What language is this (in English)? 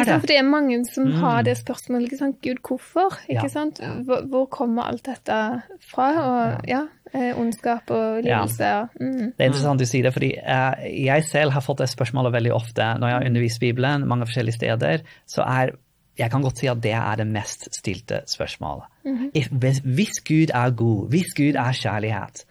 Norwegian